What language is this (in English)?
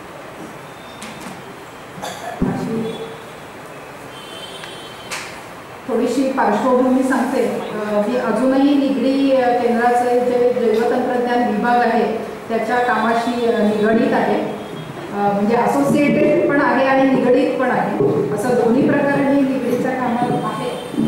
Marathi